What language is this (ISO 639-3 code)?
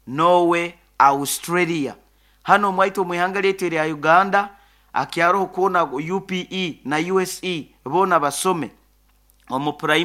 nyo